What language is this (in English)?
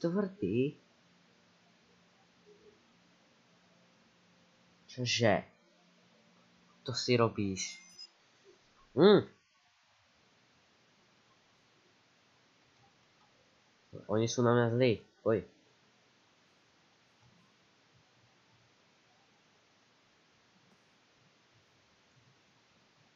Slovak